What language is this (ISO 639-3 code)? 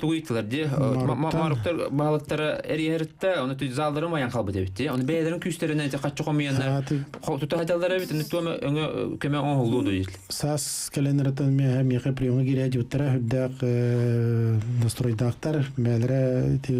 sah